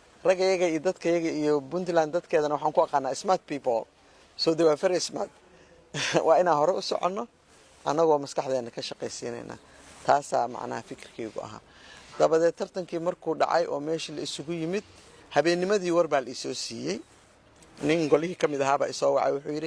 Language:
Somali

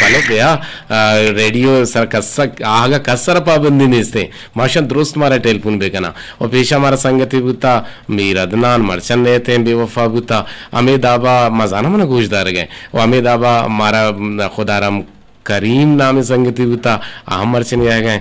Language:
Eastern Balochi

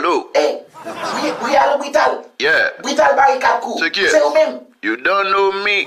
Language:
Haitian Creole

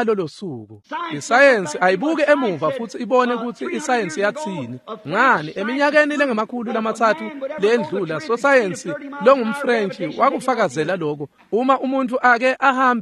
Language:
Swati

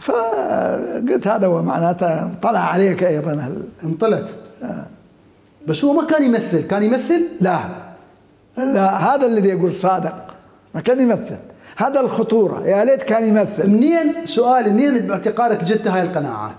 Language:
Mesopotamian Arabic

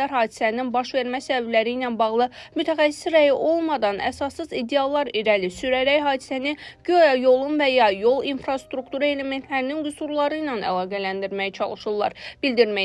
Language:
Azerbaijani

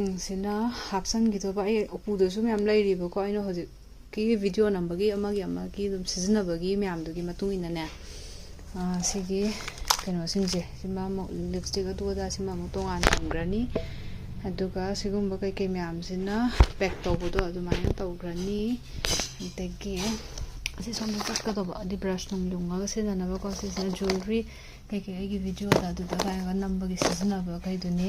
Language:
Manipuri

